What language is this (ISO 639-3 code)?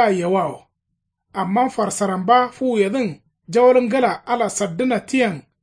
kau